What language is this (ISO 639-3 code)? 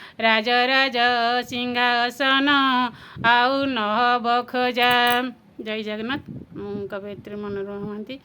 ori